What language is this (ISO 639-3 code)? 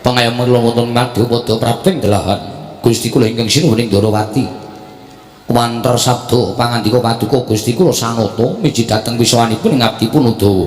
jav